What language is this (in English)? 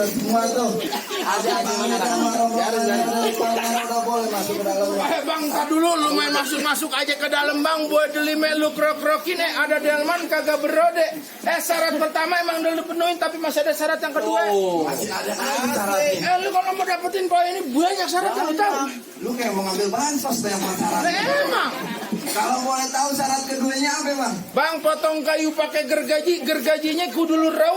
Betawi